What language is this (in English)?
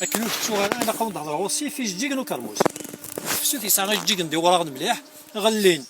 Kabyle